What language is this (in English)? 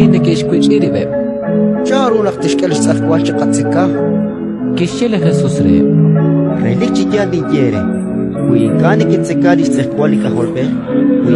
Kekchí